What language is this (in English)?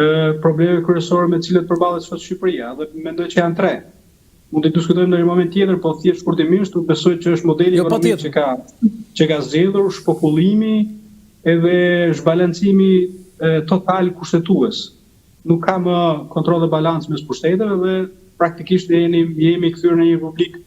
Albanian